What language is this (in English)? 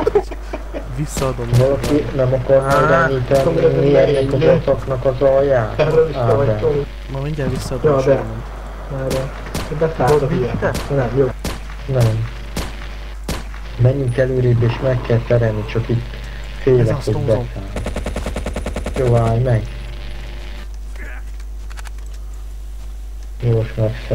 Hungarian